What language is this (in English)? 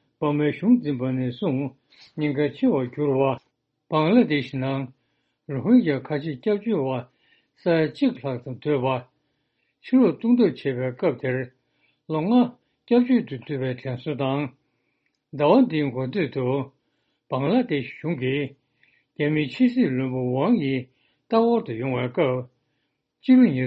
Tibetan